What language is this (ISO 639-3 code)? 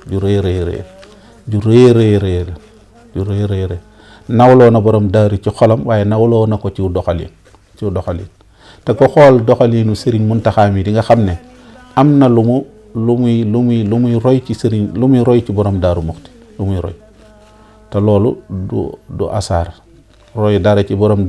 wol